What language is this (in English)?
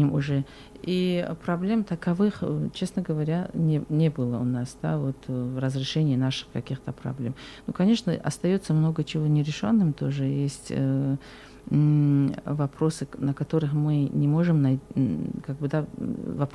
Russian